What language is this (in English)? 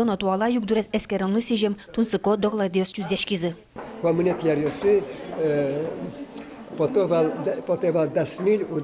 Udmurt